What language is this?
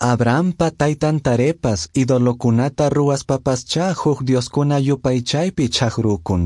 Quechua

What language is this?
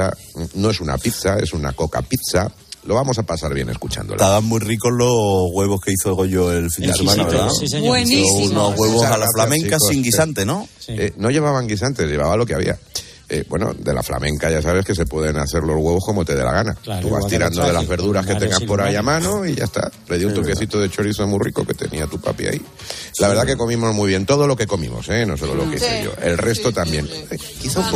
Spanish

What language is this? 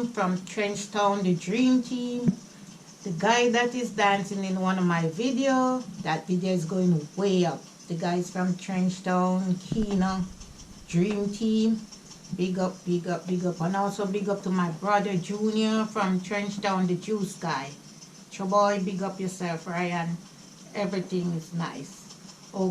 Jamaican Creole English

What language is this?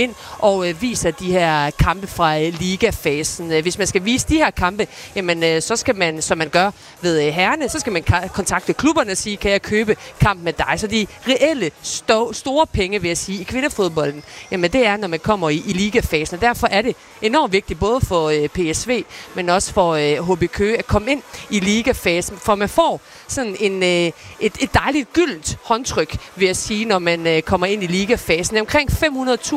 Danish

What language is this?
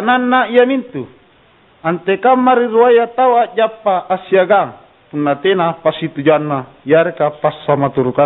Makasar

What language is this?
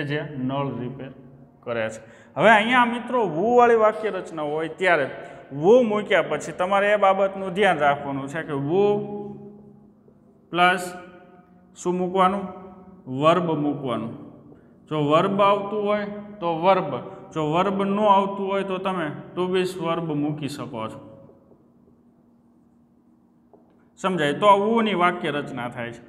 Gujarati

